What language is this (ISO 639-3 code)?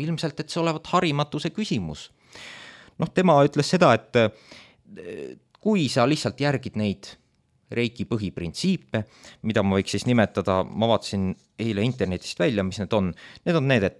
est